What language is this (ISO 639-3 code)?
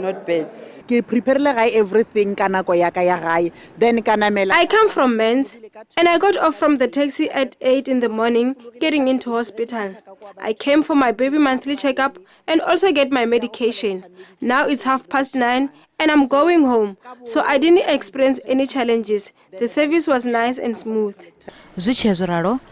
ven